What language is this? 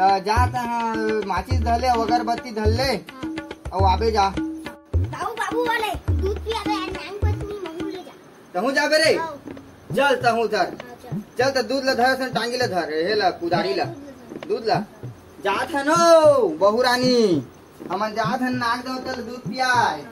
Chhattisgarhi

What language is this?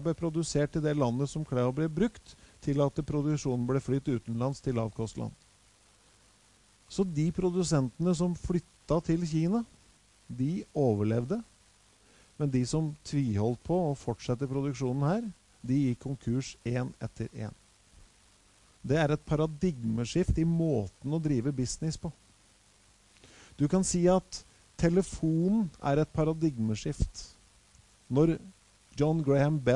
Norwegian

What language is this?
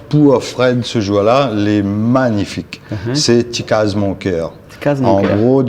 Réunion Creole French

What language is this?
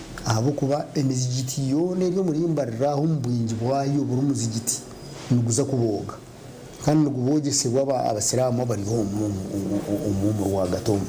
Nyankole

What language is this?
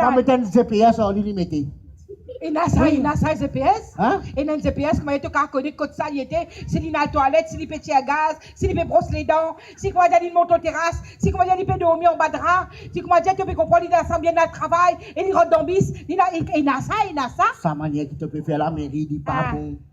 Morisyen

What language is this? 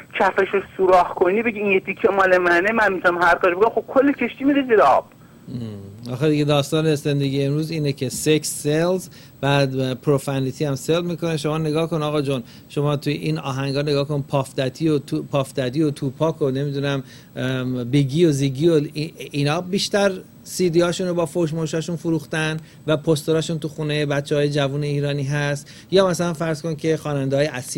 Persian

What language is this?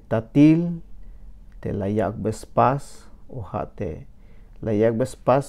Tzeltal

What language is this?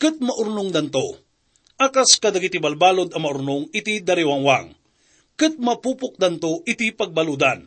Iloko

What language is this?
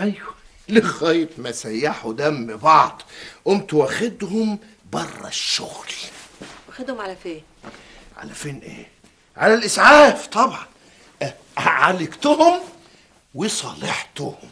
Egyptian Arabic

